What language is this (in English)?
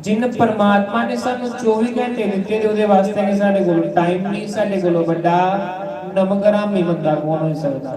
Dogri